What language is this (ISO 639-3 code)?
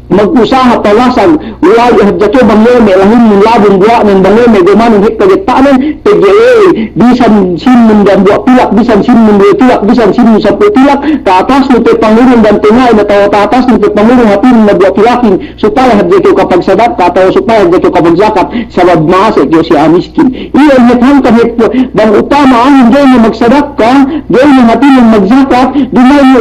yka